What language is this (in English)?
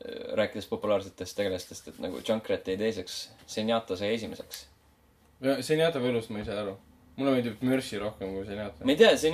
Estonian